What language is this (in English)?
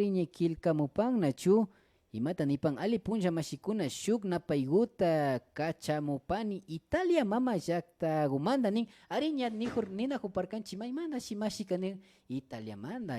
Imbabura Highland Quichua